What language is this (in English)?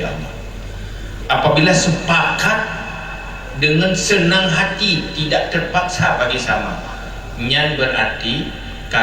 Achinese